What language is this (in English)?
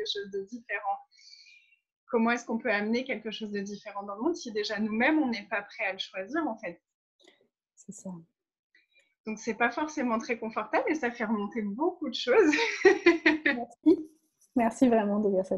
French